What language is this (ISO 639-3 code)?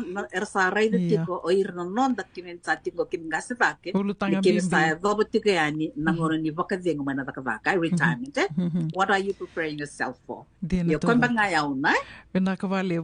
fij